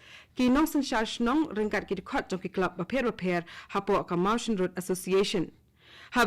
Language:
Khasi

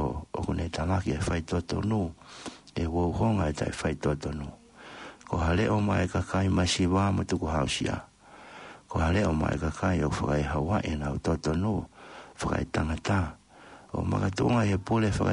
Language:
Tongan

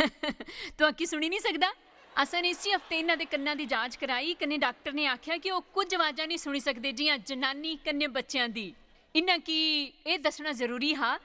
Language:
Dogri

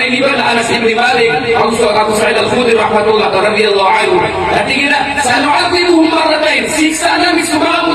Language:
Maranao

